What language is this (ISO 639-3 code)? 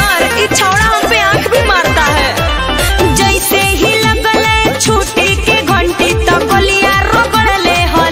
mag